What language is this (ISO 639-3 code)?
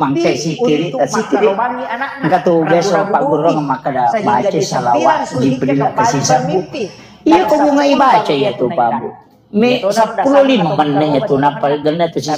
bug